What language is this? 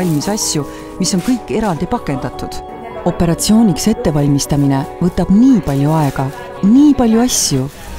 Estonian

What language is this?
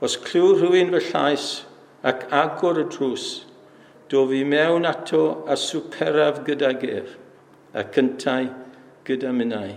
Welsh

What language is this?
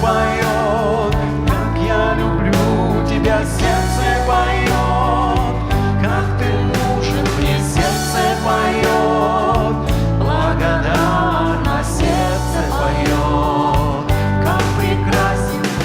Komi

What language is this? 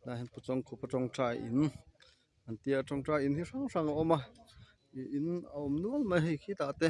Mizo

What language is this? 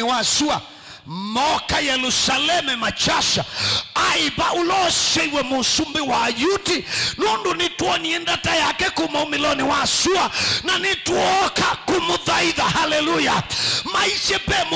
Kamba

